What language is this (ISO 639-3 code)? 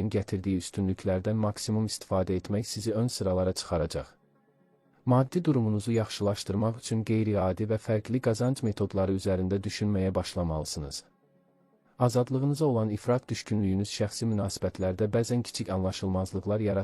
aze